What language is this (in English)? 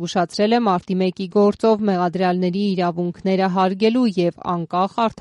Armenian